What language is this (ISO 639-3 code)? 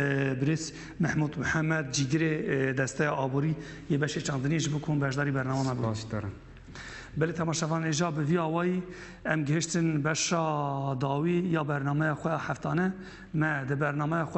kur